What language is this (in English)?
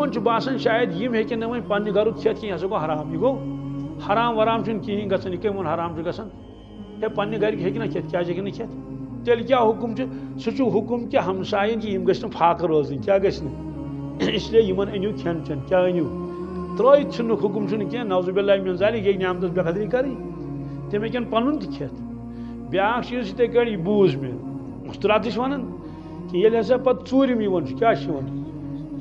Kashmiri